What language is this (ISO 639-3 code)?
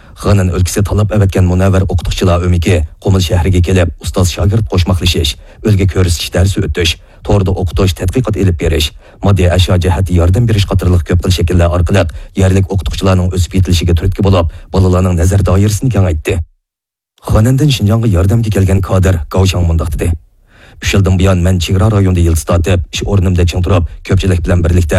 uig